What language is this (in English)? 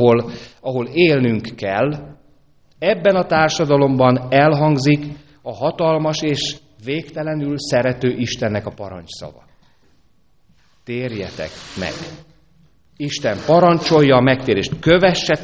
Hungarian